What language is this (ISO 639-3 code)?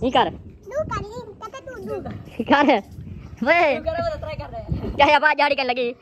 skr